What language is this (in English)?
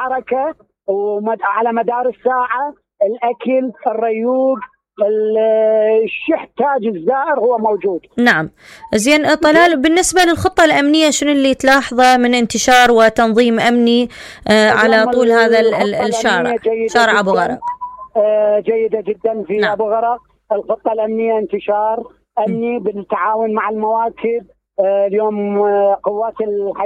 Mesopotamian Arabic